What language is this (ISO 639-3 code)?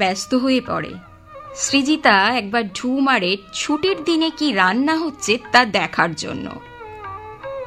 ben